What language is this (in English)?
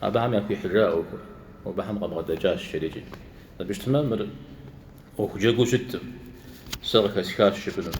Kabardian